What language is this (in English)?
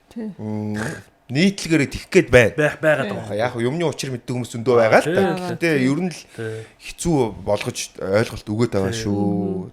Mongolian